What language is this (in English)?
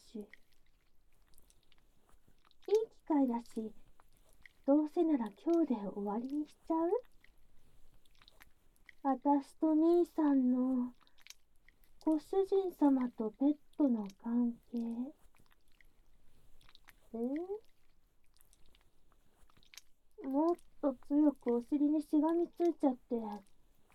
Japanese